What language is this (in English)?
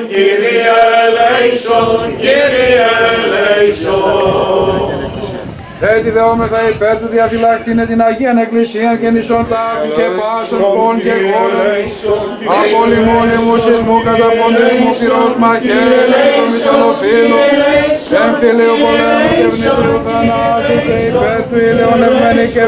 Greek